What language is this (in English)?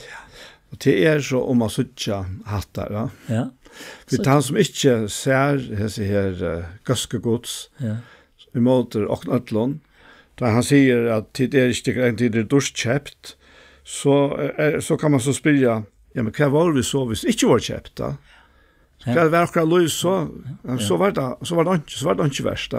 Faroese